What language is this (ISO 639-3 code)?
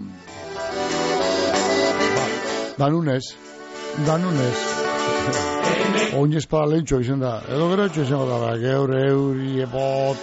eus